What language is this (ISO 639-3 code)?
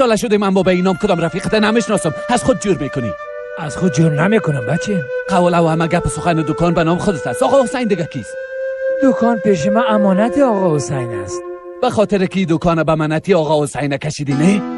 fas